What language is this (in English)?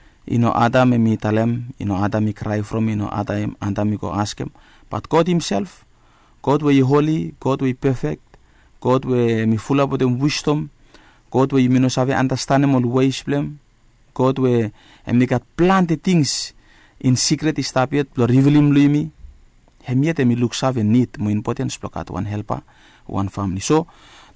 Bislama